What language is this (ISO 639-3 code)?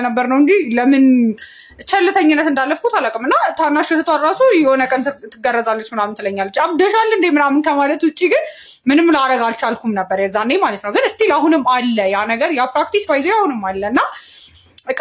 amh